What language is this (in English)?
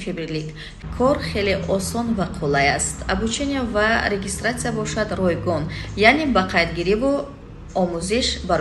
Tajik